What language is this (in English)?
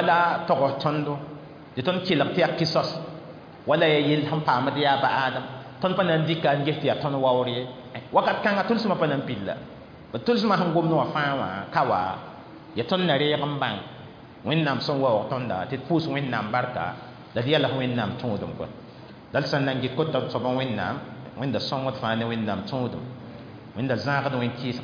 Mossi